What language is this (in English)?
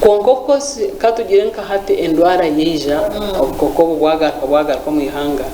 Nyankole